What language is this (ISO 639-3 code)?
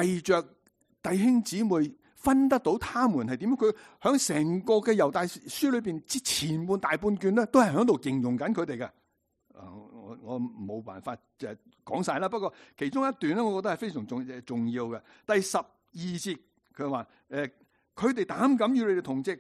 yue